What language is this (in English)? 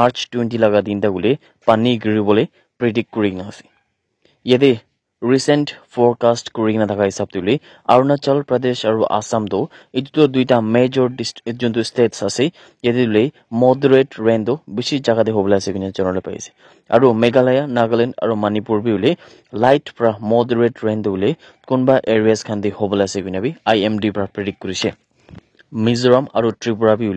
Naga Pidgin